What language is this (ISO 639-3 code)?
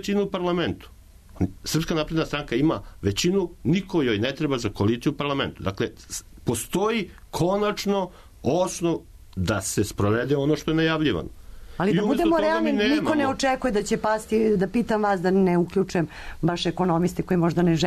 srp